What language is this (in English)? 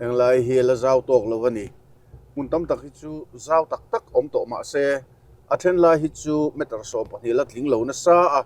Mizo